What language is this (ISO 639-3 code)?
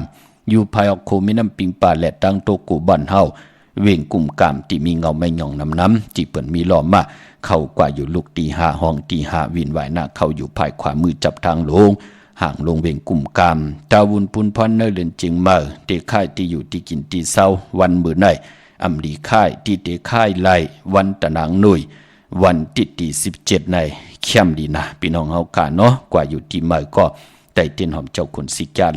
shn